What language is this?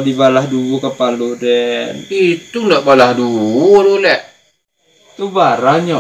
Minangkabau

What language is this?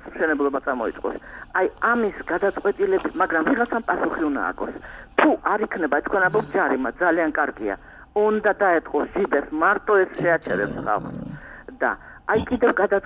Georgian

